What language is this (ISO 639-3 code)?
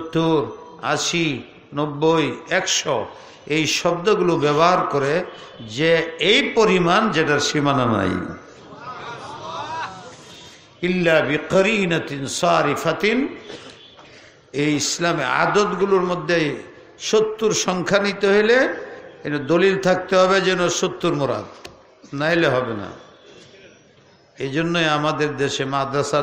ben